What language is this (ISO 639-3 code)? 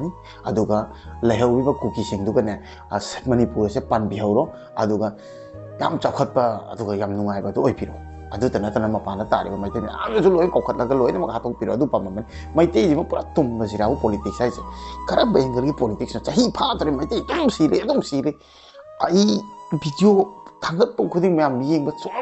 mni